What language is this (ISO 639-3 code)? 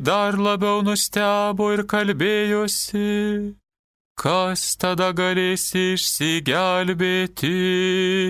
lit